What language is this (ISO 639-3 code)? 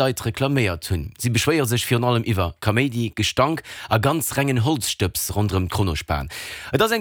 ltz